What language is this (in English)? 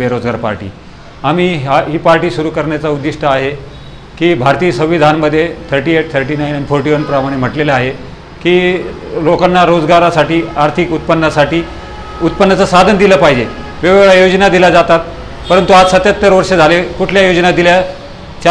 Marathi